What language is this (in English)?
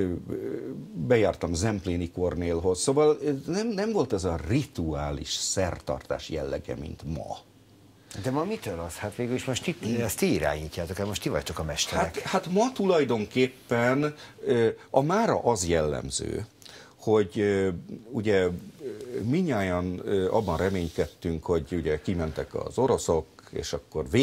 Hungarian